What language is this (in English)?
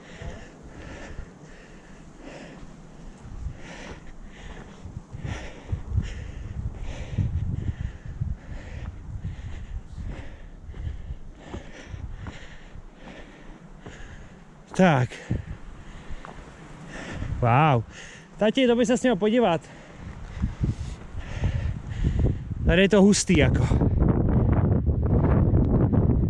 Czech